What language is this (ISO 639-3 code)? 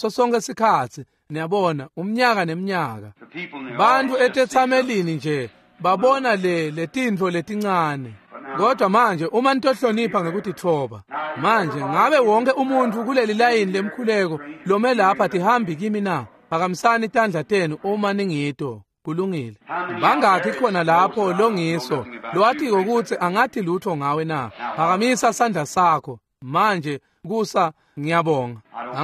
ssw